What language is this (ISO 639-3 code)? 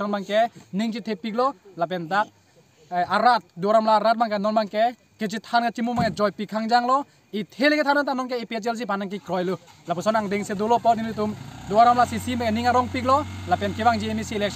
mjw